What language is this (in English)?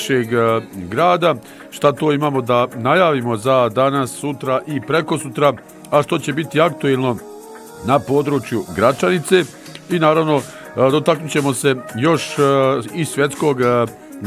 Bosnian